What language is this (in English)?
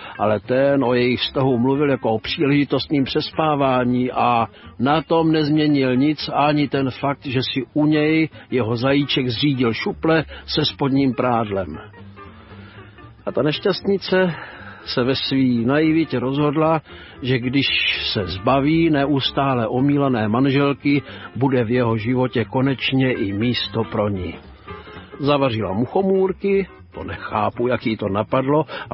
Czech